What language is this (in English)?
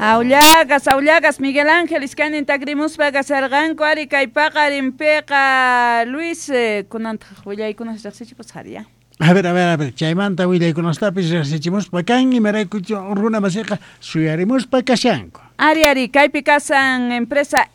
South Bolivian Quechua